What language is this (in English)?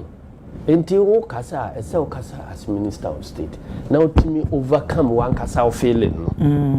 Akan